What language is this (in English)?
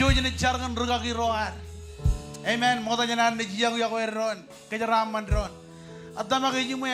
Marshallese